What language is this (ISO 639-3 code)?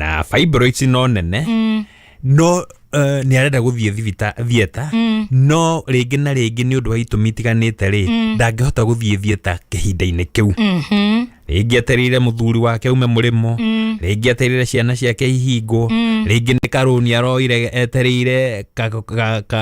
kik